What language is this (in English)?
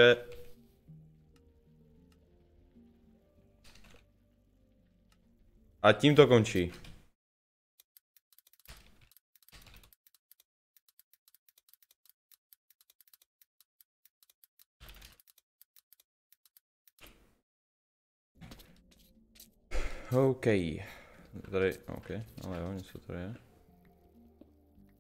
Czech